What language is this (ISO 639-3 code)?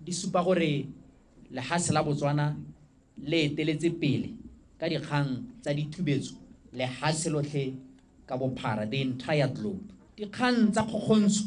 tsn